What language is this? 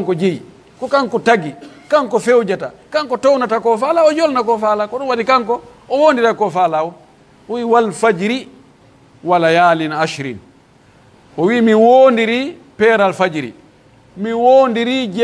Pular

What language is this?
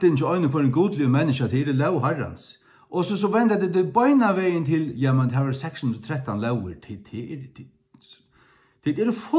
Faroese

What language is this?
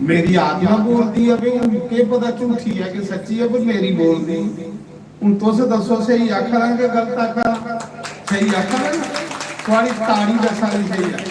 Dogri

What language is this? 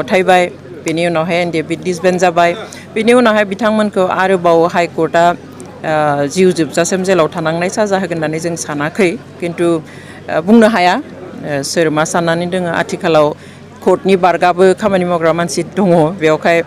Bodo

